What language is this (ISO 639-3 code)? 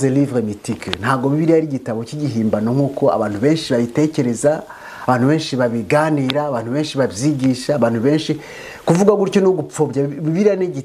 kin